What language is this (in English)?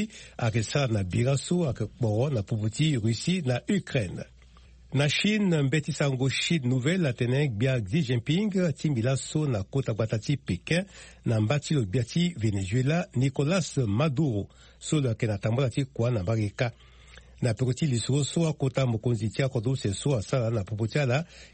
Sango